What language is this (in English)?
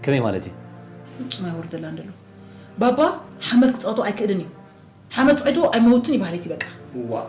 Tigrinya